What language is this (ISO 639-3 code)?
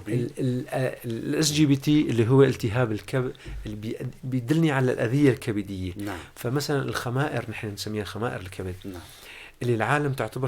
apc